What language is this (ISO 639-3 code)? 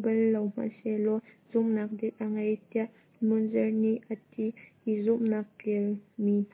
cnh